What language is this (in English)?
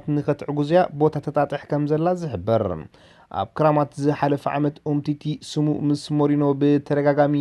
Tigrinya